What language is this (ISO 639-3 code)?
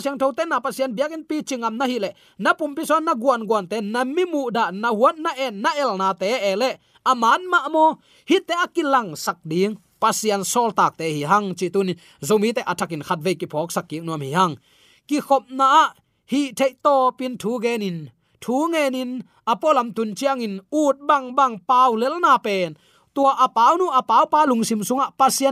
ctd